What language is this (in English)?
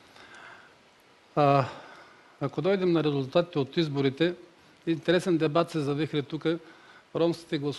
Bulgarian